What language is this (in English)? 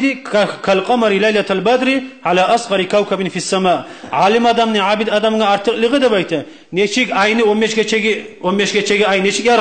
Kumyk